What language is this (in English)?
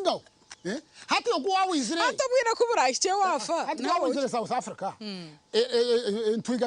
Nyankole